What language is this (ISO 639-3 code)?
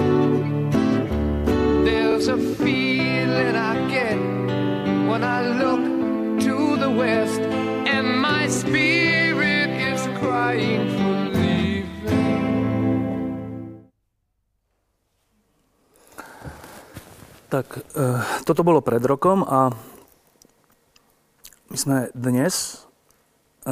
slk